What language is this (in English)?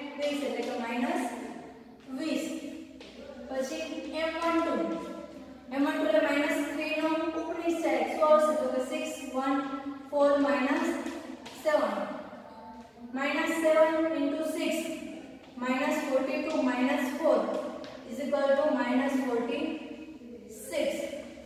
Gujarati